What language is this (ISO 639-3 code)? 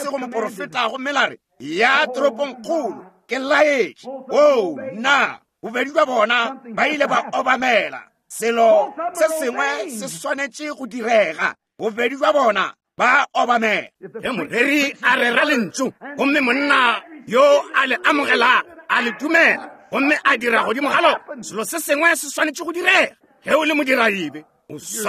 nso